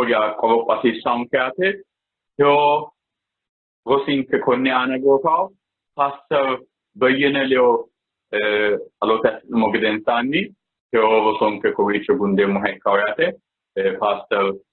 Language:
Sidamo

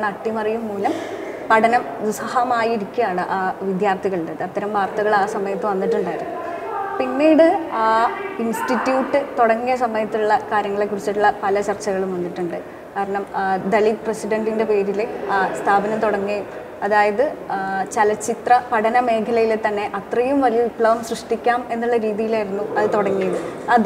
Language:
Malayalam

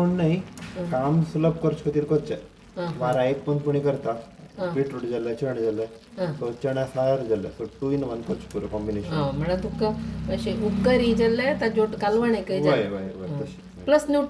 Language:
Konkani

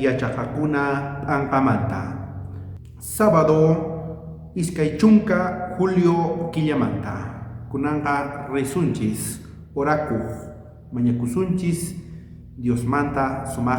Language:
South Bolivian Quechua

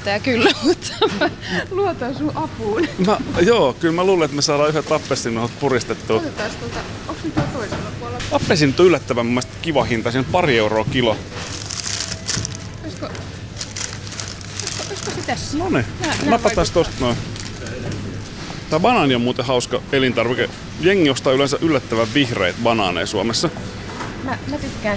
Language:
Finnish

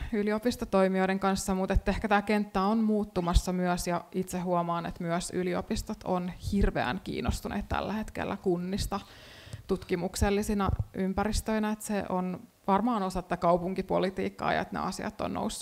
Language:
Finnish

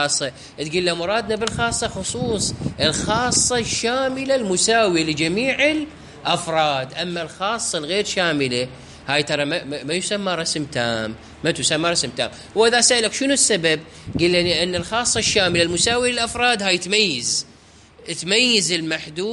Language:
Mesopotamian Arabic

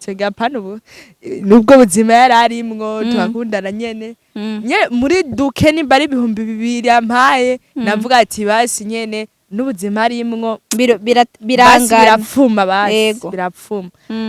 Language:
Rundi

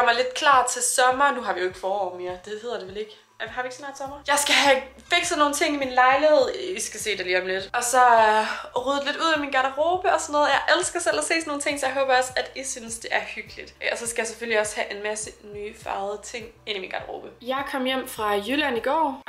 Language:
Danish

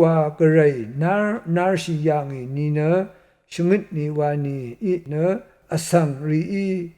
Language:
Rawang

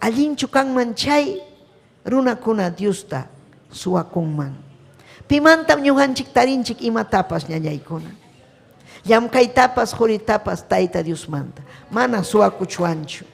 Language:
Ayacucho Quechua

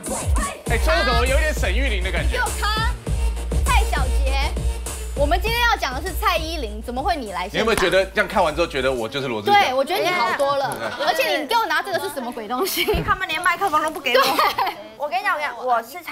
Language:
Chinese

